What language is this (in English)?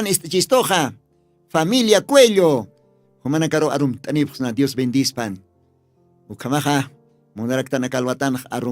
Aymara